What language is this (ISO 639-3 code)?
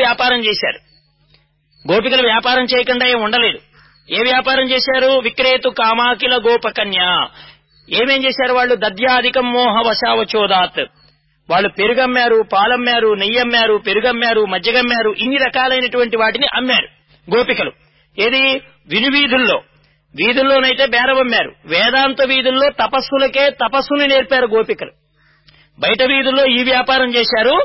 tel